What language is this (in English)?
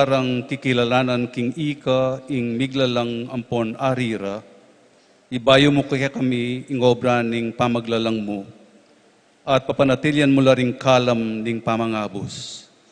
Pampanga